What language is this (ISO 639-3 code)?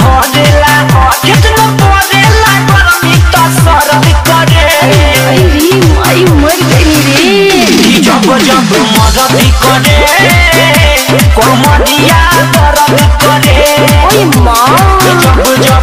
bho